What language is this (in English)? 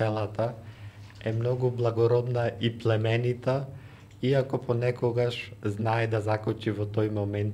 Macedonian